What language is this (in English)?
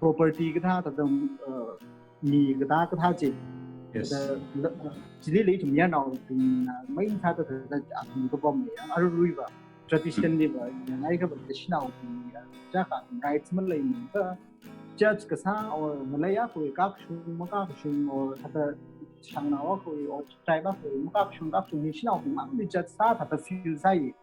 Tangkhul Naga (India)